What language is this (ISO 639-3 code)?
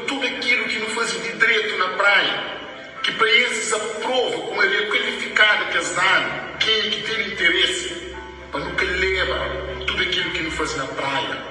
kea